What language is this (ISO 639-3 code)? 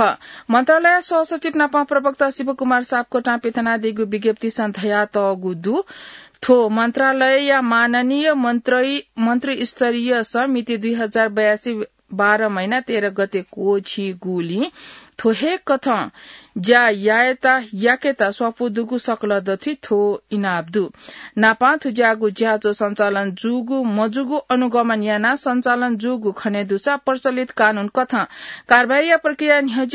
new